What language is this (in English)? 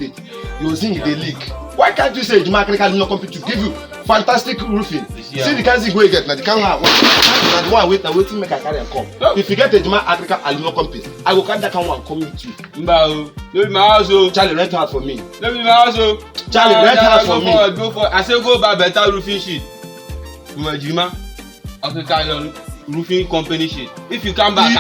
Nigerian Pidgin